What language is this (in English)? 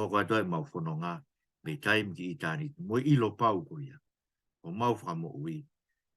Tongan